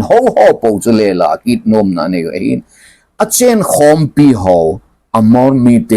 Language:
Thado Chin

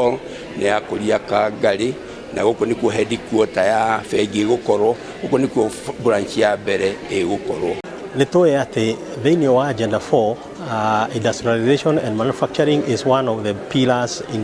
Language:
Kikuyu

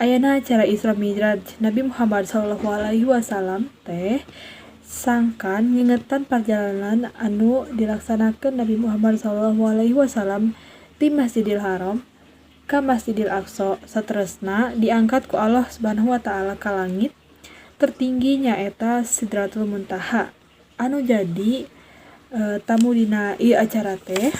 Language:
Sundanese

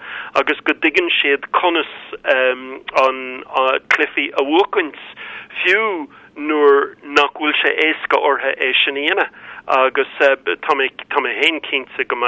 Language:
Irish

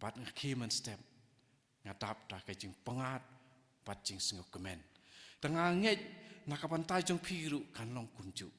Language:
Khasi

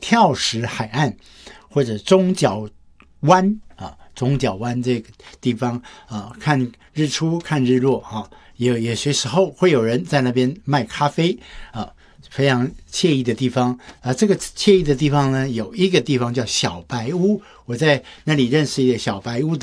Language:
Chinese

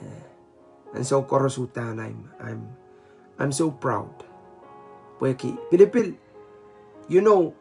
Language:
Pohnpeian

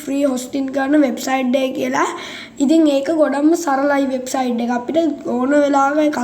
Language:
Sinhala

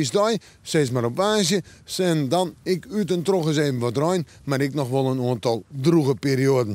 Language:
Western Frisian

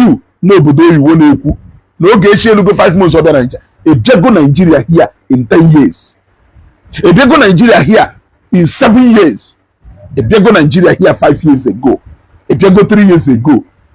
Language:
Igbo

